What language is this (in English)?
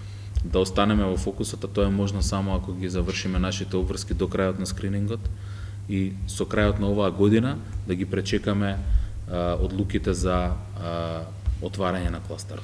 Macedonian